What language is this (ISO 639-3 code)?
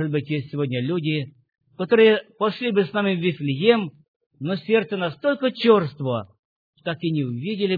rus